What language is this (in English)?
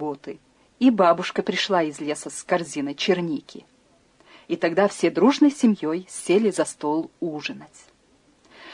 Russian